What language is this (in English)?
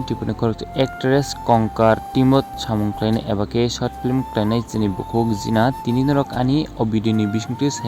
Kok Borok